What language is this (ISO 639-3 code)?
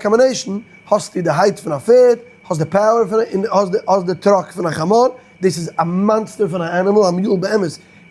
yid